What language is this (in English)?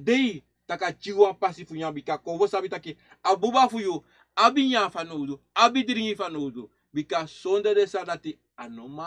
Sranan Tongo